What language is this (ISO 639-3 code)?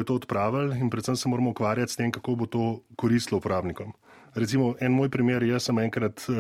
slv